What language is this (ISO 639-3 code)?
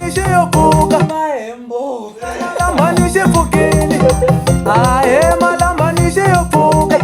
tso